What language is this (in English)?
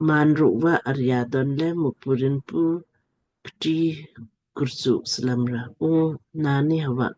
Lamkang